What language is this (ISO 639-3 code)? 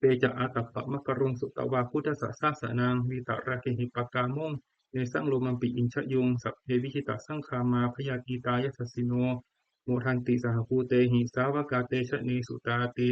pli